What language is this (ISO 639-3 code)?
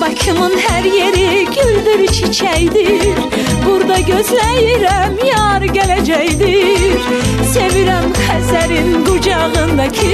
aze